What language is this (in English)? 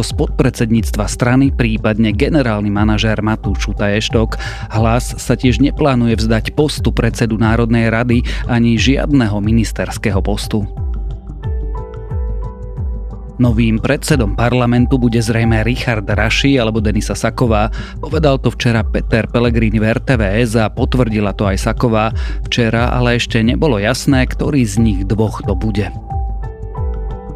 Slovak